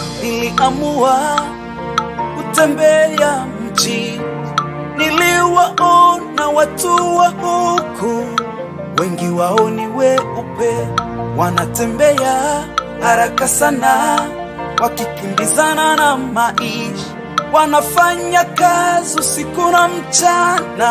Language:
Swahili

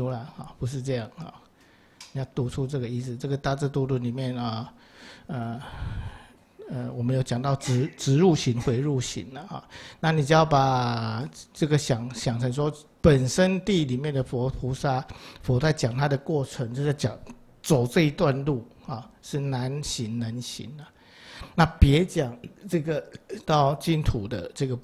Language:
Chinese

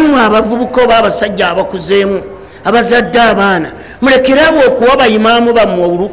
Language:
Ganda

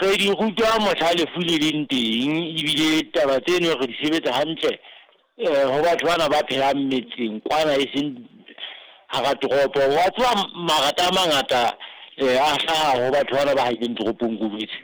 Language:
Southern Sotho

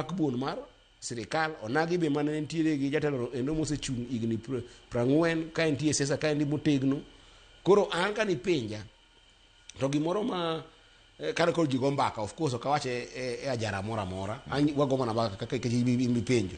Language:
Luo (Kenya and Tanzania)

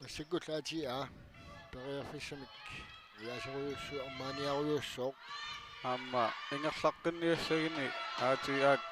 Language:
Kalaallisut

